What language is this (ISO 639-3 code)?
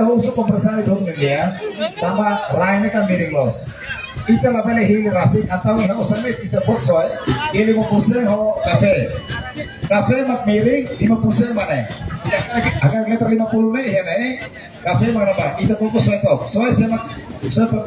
tet